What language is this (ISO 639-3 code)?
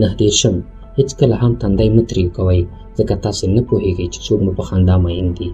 pus